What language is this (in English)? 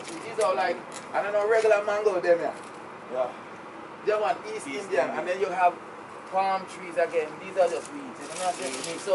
Jamaican Creole English